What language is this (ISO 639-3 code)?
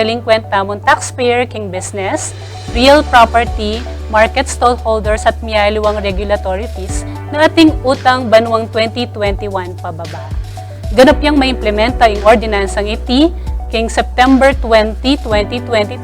pam